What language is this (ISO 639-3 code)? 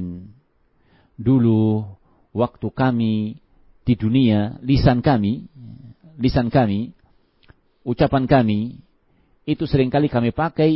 ind